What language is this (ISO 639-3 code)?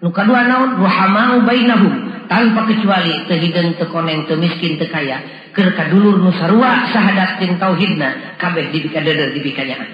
sun